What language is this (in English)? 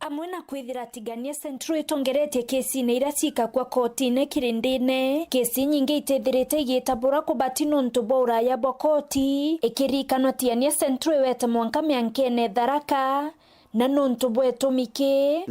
Meru